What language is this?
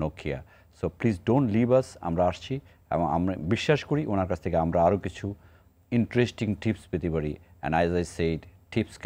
Bangla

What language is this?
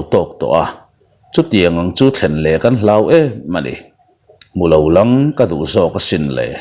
Mizo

